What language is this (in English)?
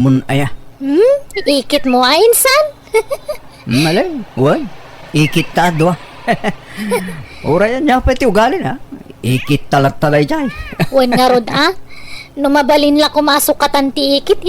Iloko